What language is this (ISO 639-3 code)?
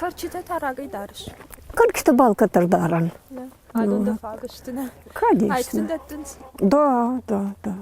oss